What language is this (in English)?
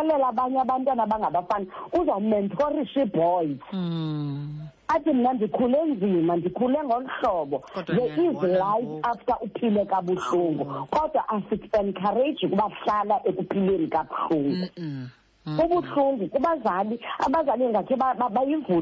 Xhosa